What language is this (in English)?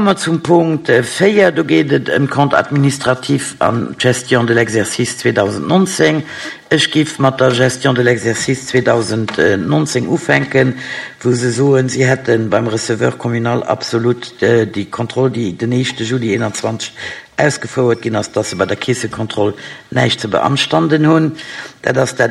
Luxembourgish